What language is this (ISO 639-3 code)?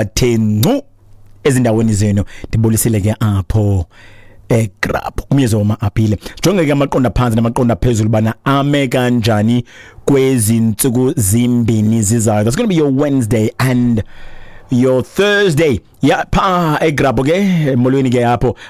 xho